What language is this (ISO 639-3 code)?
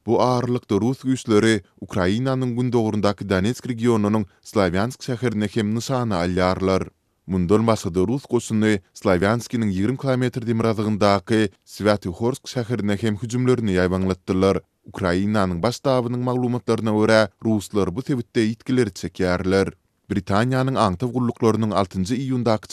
tuk